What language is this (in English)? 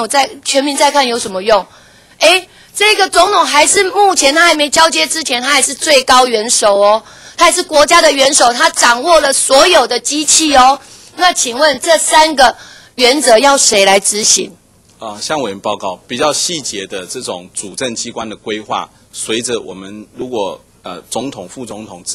Chinese